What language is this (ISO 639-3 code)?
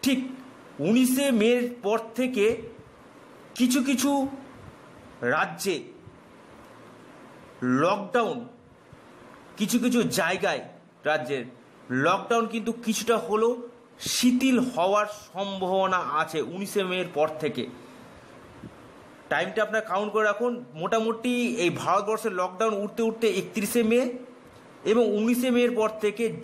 ben